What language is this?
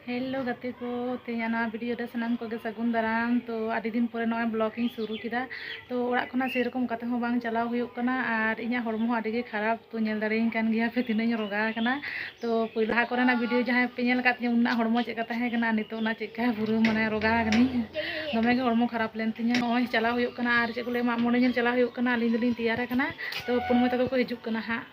Santali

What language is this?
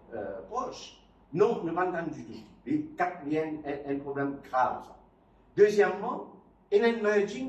Morisyen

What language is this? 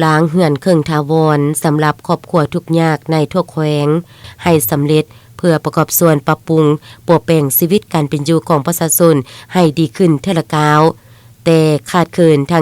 Lao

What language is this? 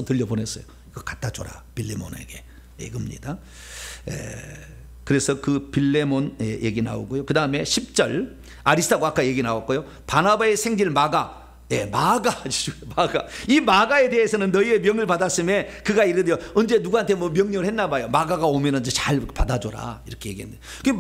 Korean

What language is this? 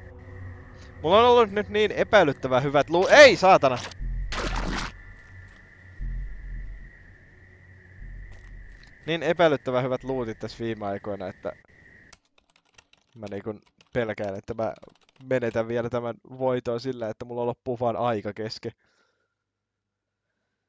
Finnish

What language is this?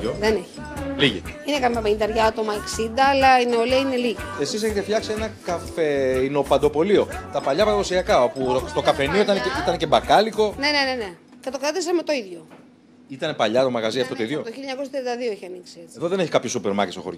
Greek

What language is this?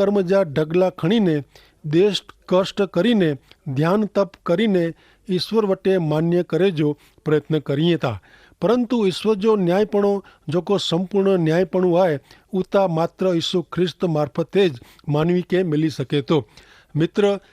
Kachhi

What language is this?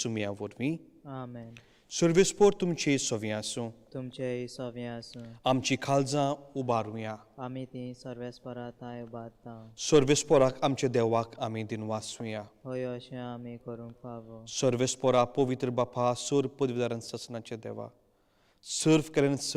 Konkani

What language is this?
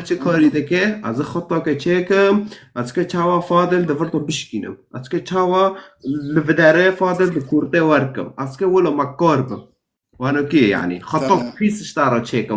Kurdish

